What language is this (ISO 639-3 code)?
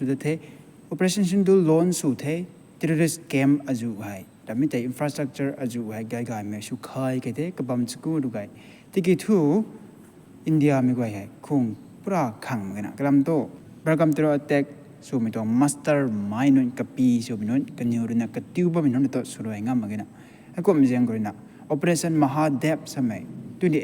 nbu